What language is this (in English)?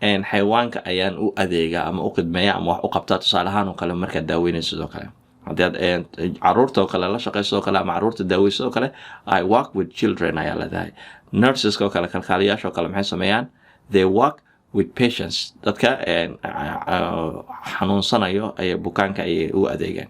Somali